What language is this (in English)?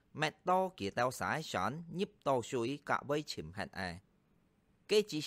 Hakka Chinese